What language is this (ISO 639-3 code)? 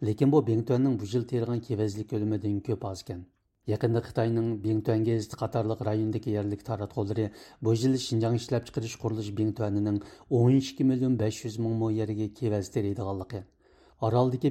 uig